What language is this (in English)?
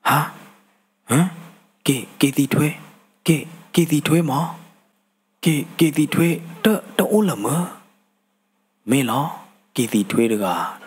S'gaw Karen